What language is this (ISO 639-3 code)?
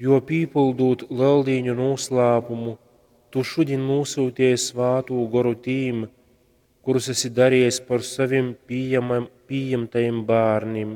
ltg